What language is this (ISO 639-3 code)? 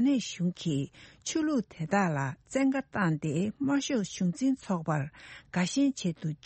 bod